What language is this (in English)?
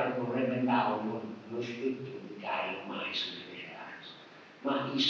Sardinian